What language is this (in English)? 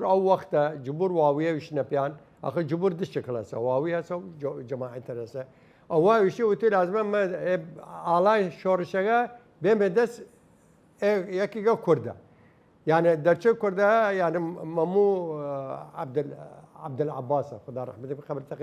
Southern Kurdish